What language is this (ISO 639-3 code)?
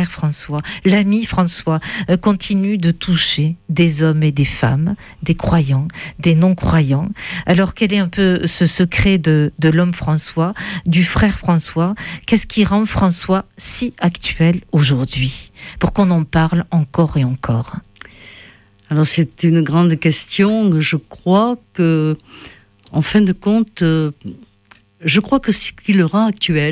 fra